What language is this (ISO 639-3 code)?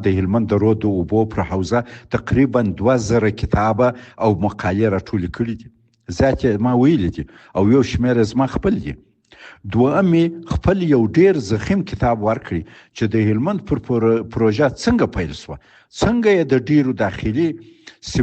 pus